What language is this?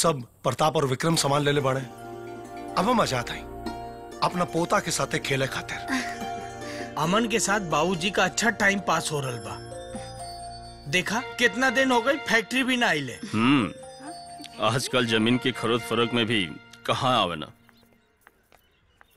Bhojpuri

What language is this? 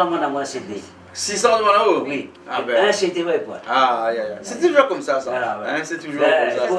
Réunion Creole French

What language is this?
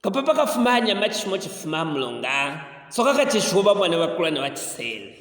Luvale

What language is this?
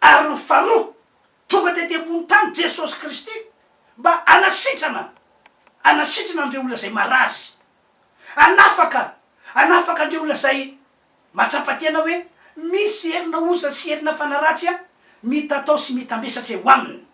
Malagasy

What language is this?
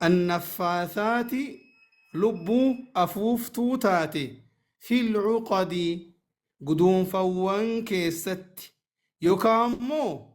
Oromo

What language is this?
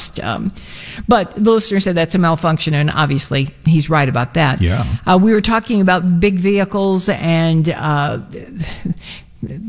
English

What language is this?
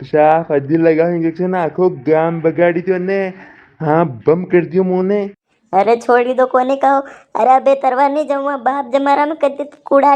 Rajasthani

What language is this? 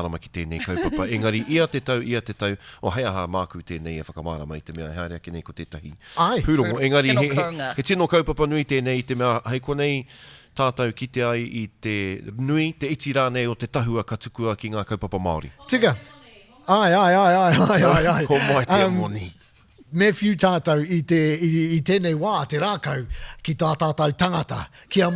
Māori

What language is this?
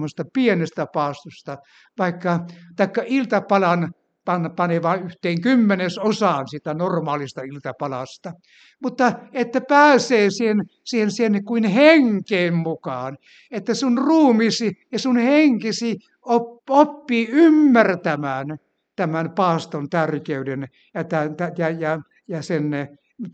Finnish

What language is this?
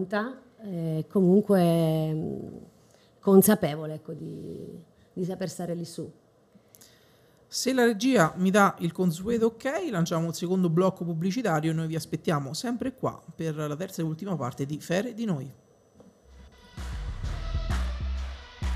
Italian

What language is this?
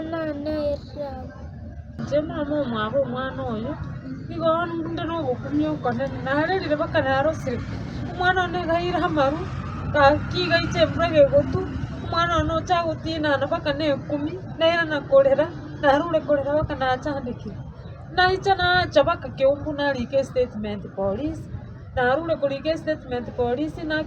Gusii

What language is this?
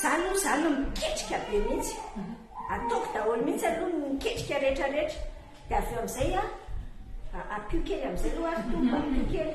Malagasy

